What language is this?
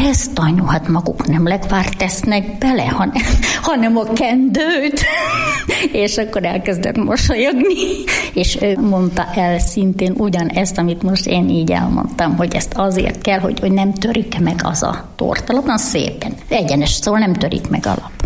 Hungarian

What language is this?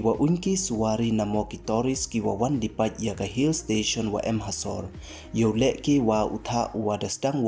Pnar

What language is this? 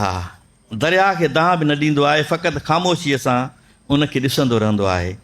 Sindhi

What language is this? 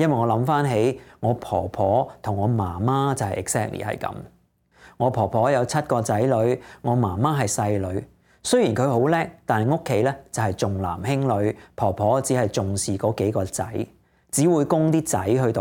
Cantonese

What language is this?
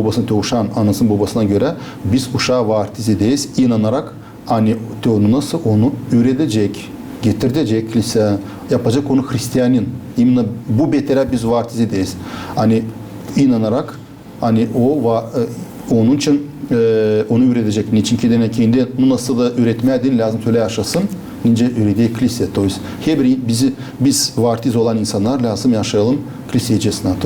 Gagauz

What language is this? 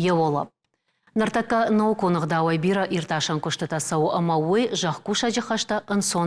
Ossetic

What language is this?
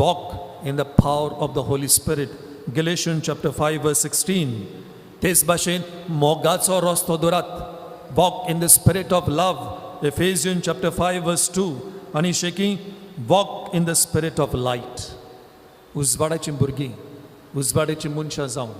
Konkani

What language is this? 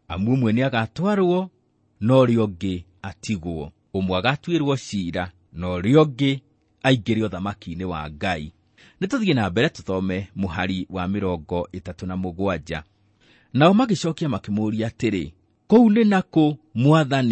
Kikuyu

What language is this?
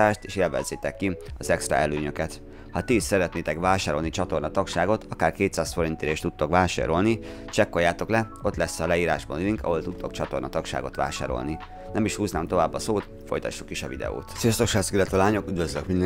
Hungarian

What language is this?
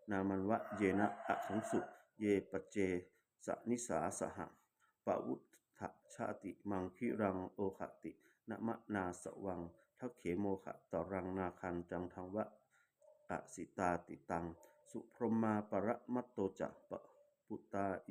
Pali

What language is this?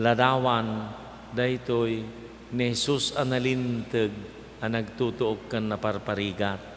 Iloko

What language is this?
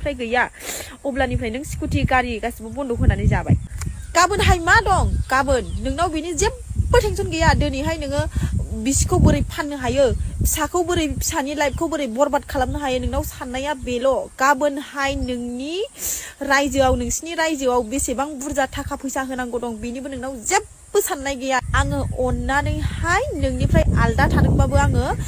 Bodo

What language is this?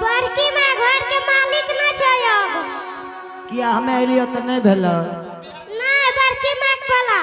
Angika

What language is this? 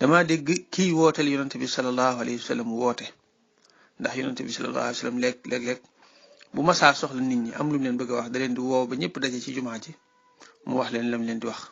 Wolof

